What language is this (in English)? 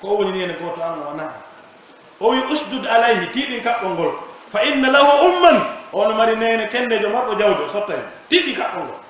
Pular